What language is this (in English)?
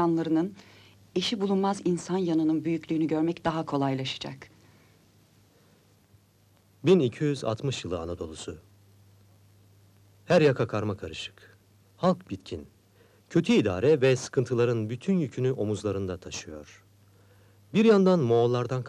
Turkish